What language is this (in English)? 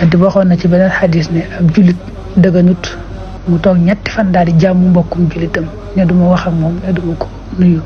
Wolof